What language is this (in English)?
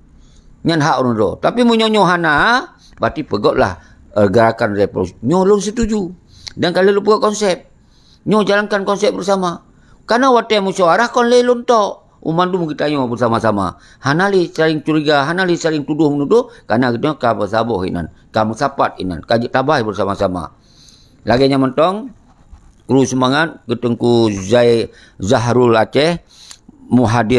Achinese